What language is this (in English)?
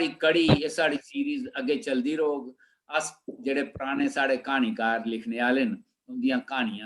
Dogri